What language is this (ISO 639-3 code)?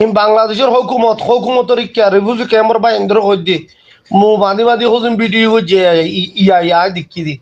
rhg